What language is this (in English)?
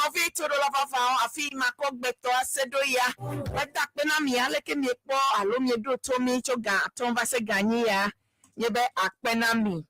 Ewe